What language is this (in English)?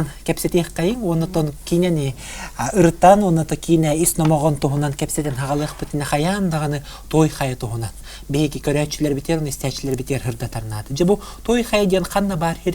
Yakut